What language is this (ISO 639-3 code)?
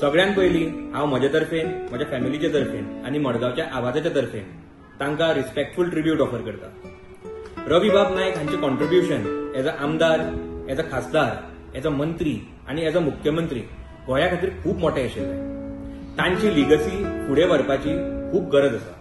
kok